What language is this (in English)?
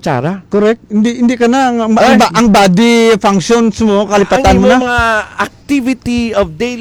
Hiligaynon